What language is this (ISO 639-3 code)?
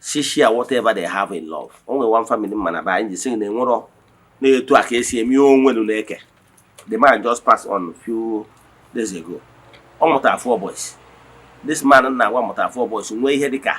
ibo